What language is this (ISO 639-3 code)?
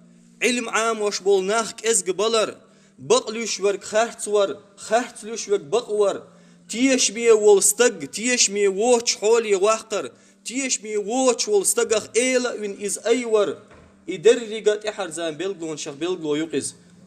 che